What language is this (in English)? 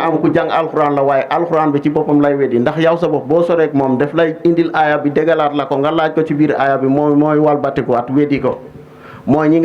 Wolof